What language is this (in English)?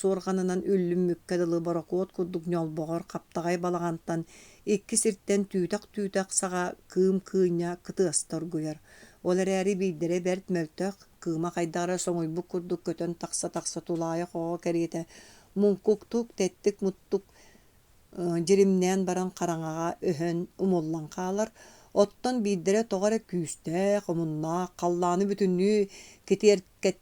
Yakut